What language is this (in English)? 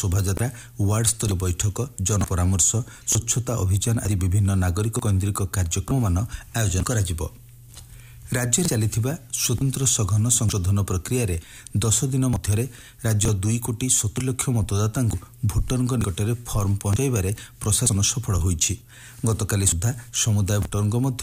Odia